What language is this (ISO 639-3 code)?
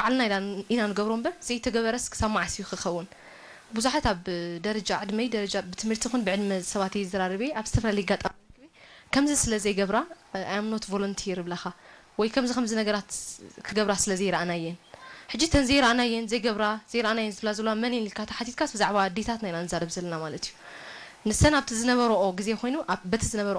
tir